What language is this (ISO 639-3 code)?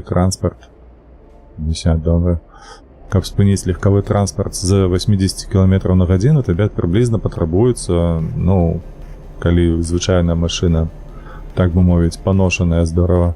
bel